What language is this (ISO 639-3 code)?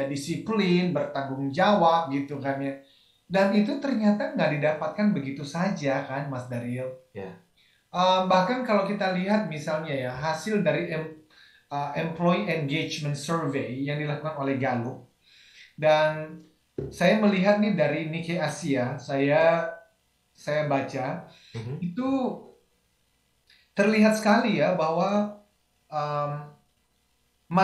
ind